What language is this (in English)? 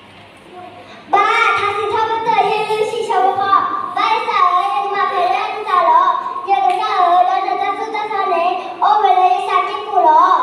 S'gaw Karen